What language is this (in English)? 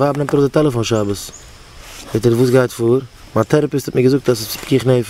Yiddish